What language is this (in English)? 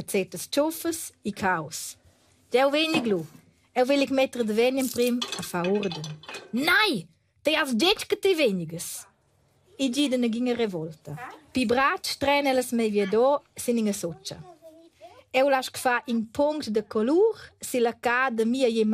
Romansh